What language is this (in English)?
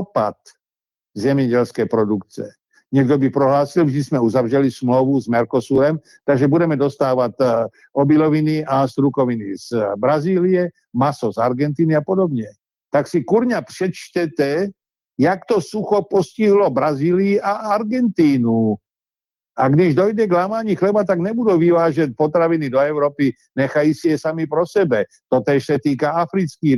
Czech